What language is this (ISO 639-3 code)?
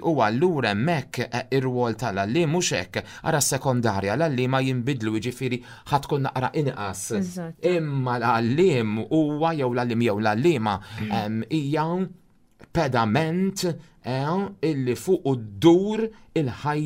mlt